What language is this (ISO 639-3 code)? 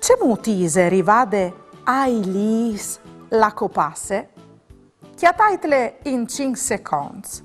fur